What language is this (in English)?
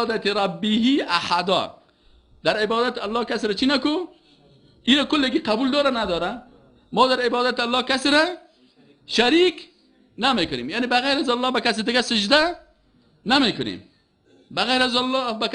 Persian